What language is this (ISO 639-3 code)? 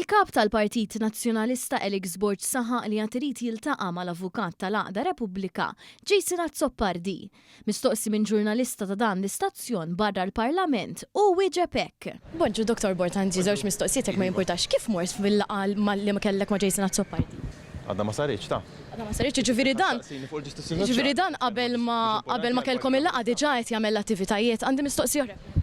mlt